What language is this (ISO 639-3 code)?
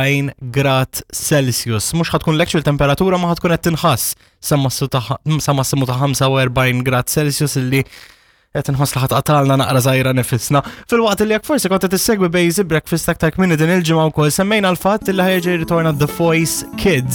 mlt